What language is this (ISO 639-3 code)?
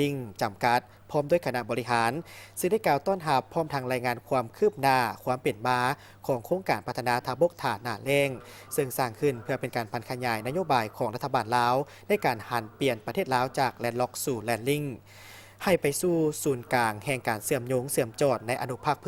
lao